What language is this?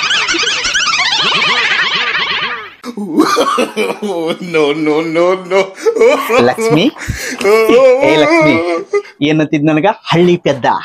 Kannada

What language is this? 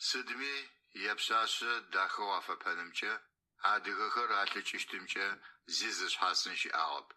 Adyghe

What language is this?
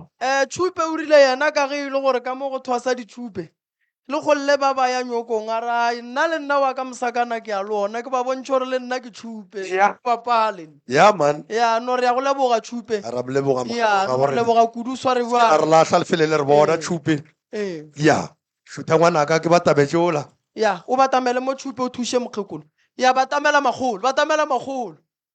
Northern Sotho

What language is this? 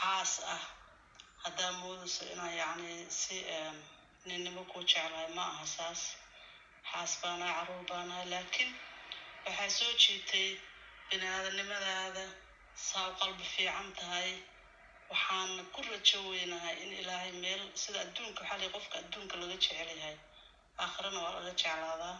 Somali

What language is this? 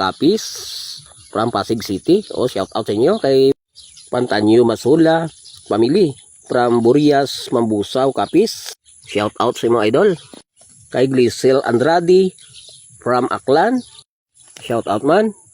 Cebuano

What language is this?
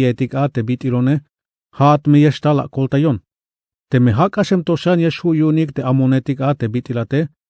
Tzeltal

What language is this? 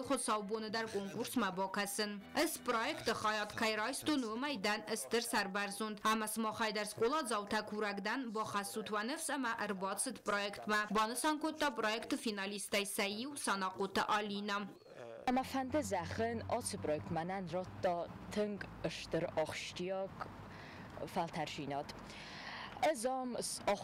Ossetic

